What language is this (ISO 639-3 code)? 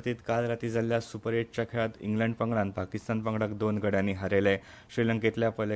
kok